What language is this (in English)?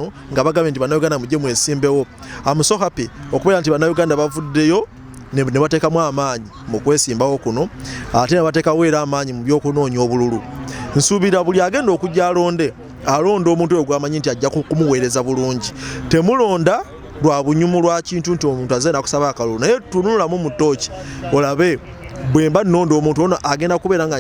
Ganda